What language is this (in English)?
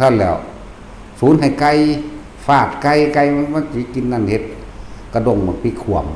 Northeastern Thai